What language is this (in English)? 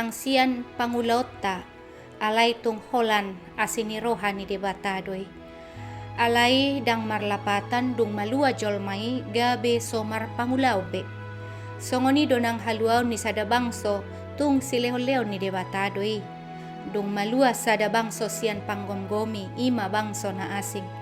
Batak Toba